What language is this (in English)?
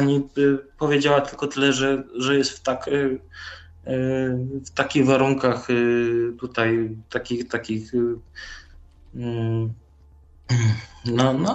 Polish